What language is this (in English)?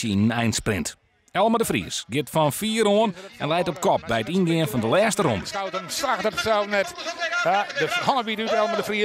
Western Frisian